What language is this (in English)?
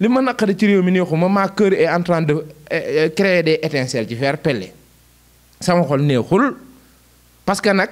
Wolof